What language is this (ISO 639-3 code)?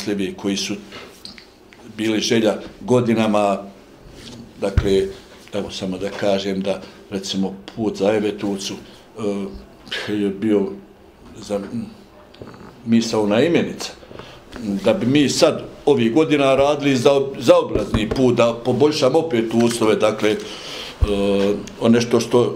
bos